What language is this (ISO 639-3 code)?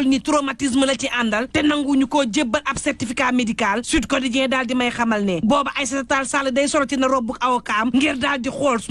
wol